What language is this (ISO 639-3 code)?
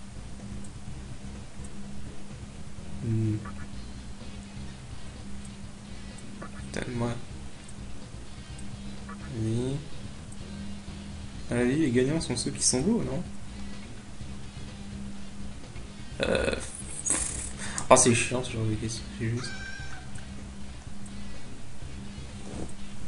fra